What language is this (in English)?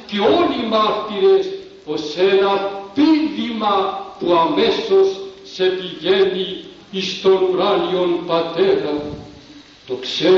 Greek